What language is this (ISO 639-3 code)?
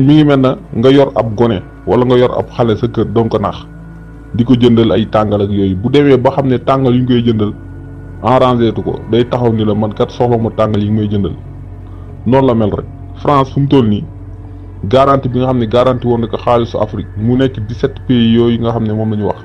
wol